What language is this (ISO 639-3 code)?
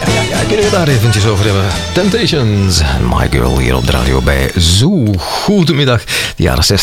nld